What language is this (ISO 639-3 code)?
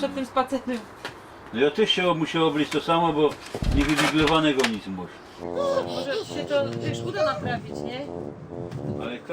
szl